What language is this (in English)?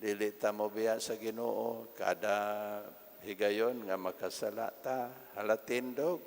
Cebuano